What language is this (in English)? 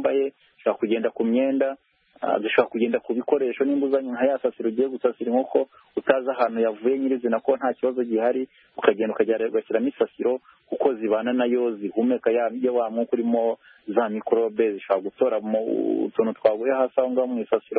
Kinyarwanda